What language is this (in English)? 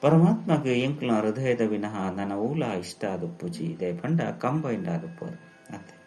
Tulu